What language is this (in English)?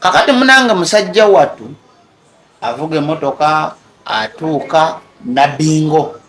Ganda